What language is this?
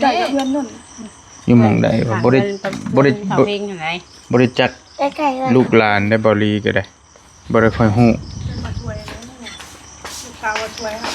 Northeastern Thai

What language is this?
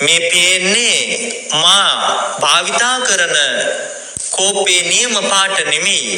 Sinhala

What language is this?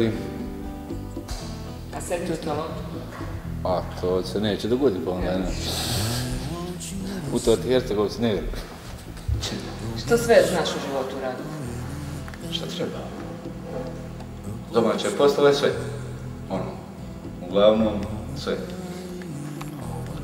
Croatian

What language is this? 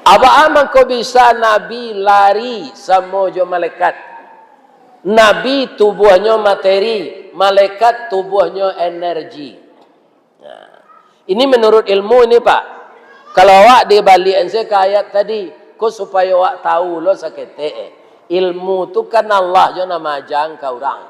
Minangkabau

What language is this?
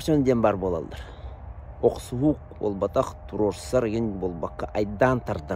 Yakut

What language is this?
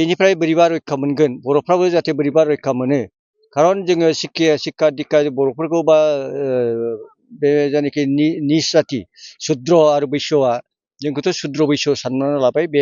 Bodo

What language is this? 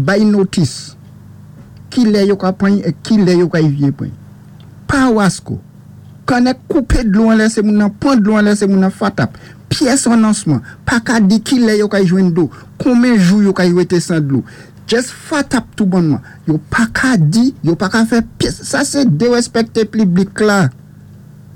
Saint Lucian Creole French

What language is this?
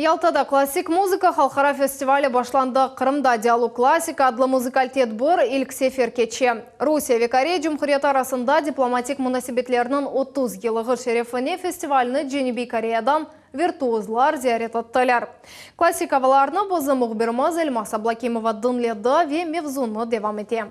Crimean Tatar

